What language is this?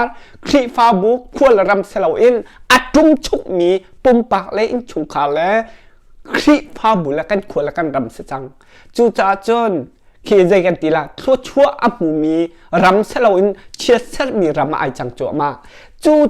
Hakha Chin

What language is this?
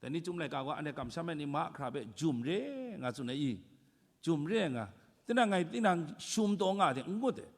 Kachin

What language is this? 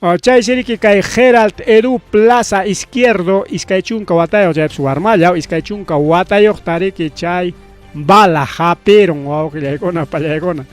Ayacucho Quechua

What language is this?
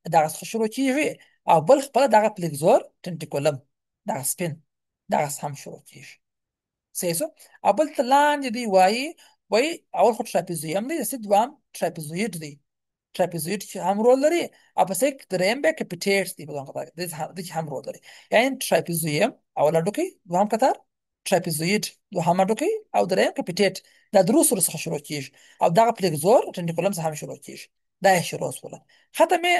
Pashto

